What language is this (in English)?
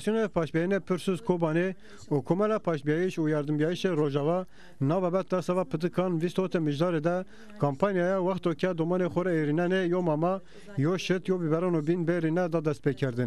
Zaza